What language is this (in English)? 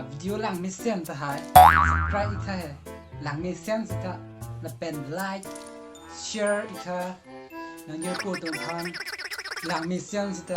Karbi